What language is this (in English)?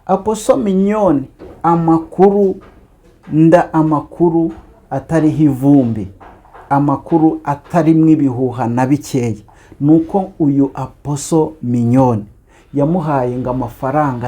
Kinyarwanda